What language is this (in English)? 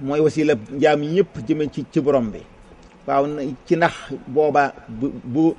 Wolof